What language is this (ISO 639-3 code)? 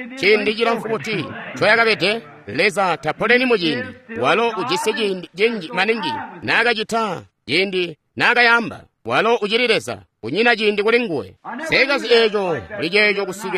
toi